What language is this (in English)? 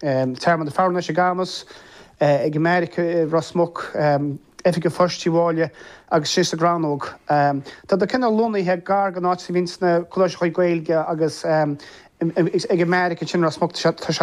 Irish